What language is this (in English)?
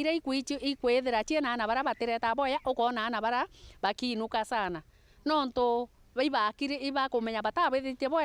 Meru